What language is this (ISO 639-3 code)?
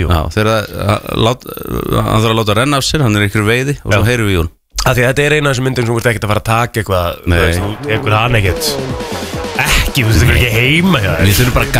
isl